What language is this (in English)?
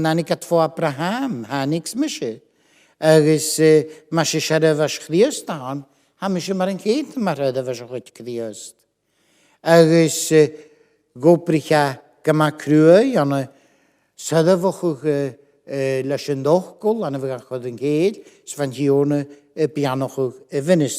Scottish Gaelic